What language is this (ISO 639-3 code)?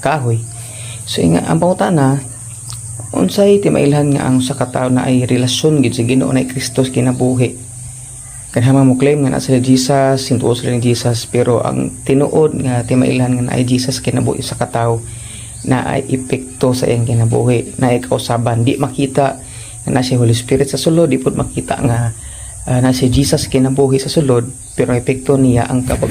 ceb